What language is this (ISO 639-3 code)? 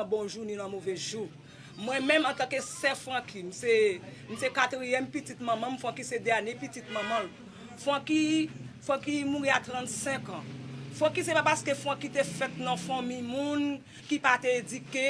hat